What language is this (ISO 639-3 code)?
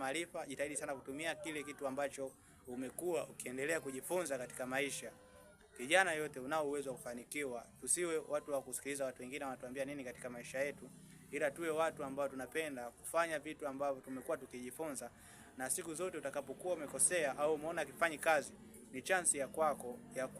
swa